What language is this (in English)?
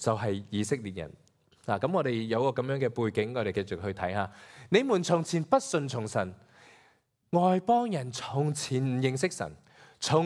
Cantonese